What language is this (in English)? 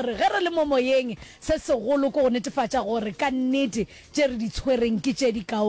Northern Sotho